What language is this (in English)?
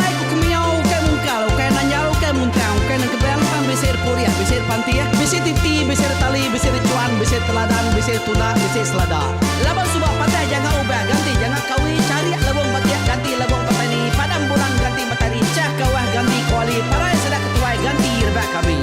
Iban